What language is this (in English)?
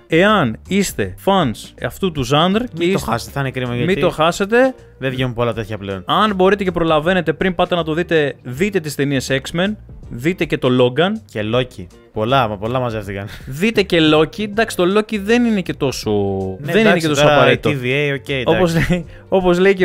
Greek